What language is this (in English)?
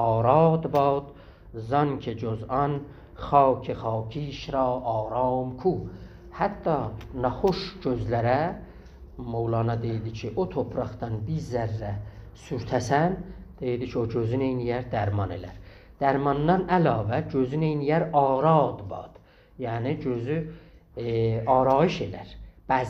South Azerbaijani